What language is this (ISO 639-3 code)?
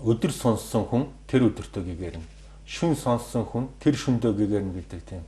mon